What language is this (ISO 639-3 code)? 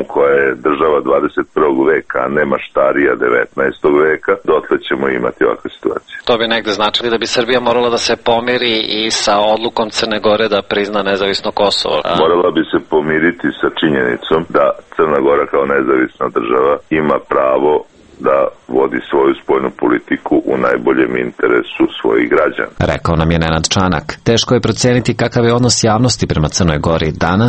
srp